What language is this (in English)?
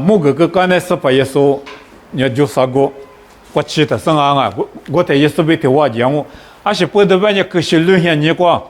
Lisu